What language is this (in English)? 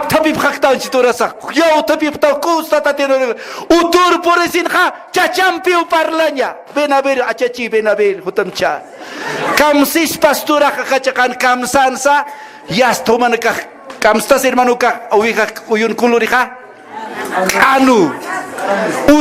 Aymara